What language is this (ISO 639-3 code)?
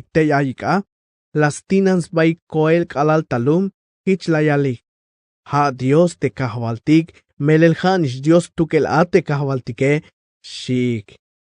tzh